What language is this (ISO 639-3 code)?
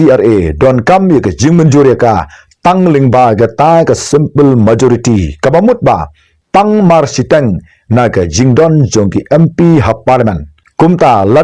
kha